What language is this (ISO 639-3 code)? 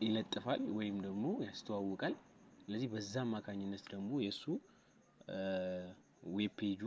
amh